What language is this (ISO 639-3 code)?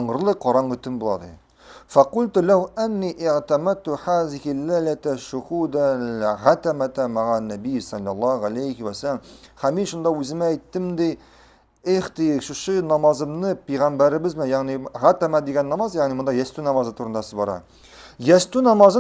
tat